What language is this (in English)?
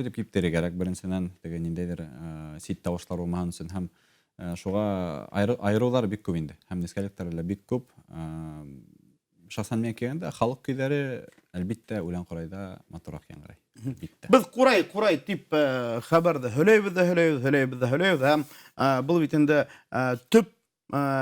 Bashkir